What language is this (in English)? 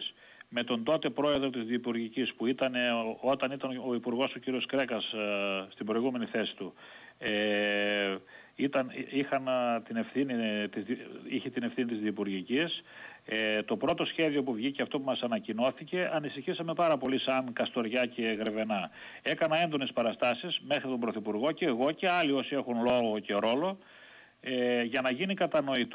Greek